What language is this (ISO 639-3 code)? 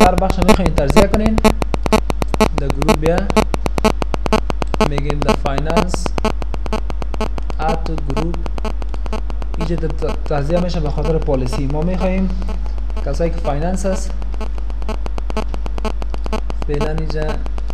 fas